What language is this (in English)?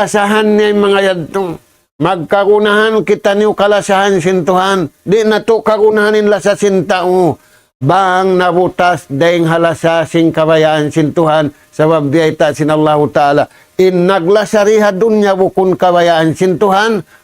Tausug